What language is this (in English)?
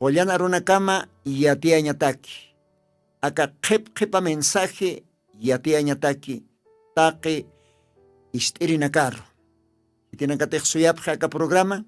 Aymara